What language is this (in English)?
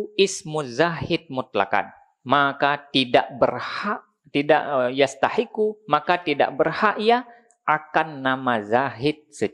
Achinese